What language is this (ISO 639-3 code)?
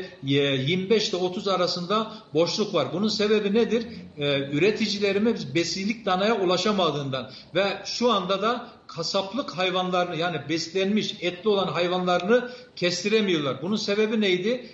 tur